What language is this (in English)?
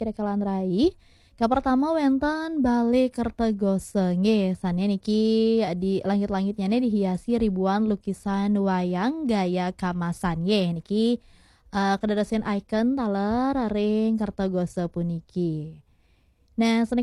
Balinese